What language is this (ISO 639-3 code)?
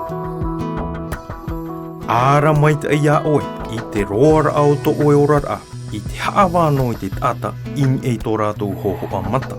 tah